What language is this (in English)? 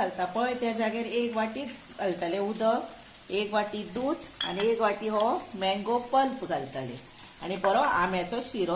Konkani